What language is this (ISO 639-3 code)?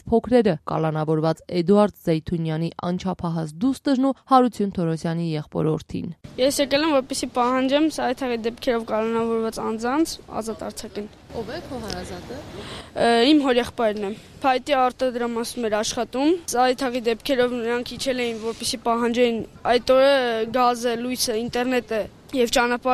hye